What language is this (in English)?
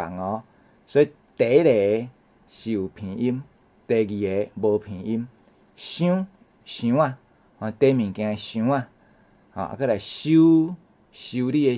Min Nan Chinese